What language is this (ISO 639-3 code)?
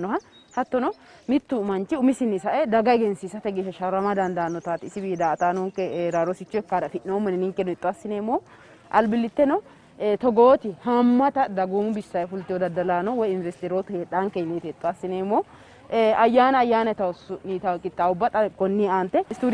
sid